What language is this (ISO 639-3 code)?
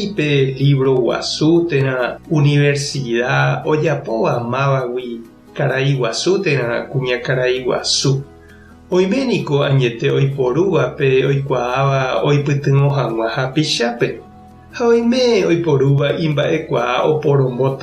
grn